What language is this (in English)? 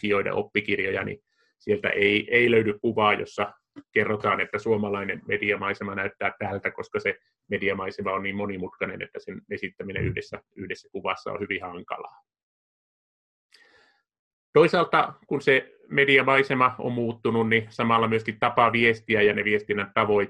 Finnish